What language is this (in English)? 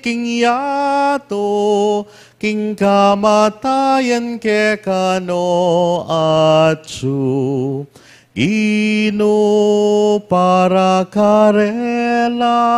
Pampanga